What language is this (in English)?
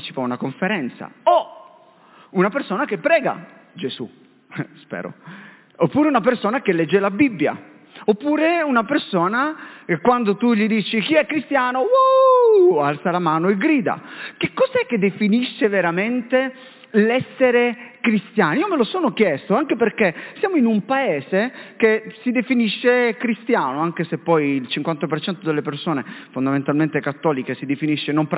Italian